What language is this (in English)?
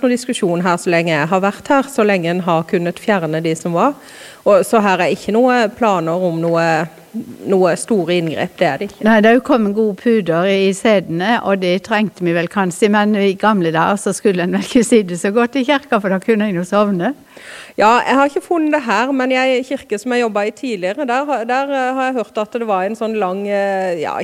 Norwegian